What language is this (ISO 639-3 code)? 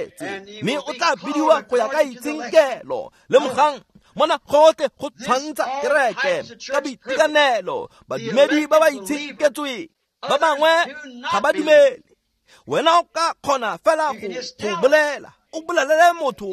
tsn